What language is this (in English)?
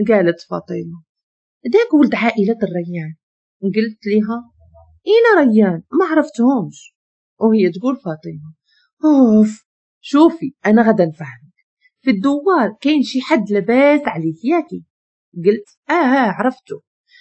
Moroccan Arabic